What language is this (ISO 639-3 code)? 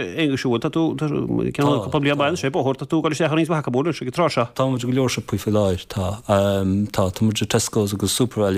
gle